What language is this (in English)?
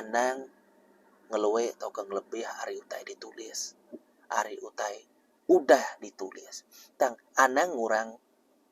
Iban